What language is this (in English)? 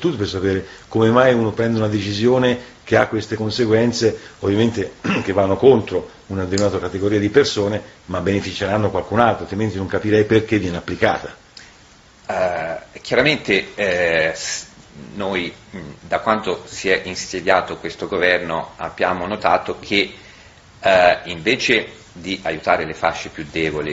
Italian